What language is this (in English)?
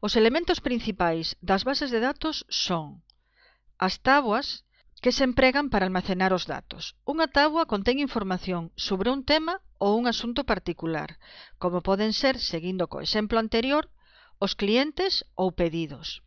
Galician